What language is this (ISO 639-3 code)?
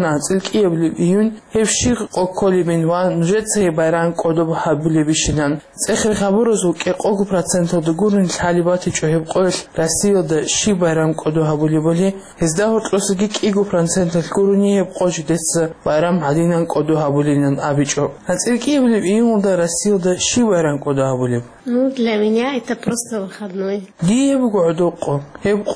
ava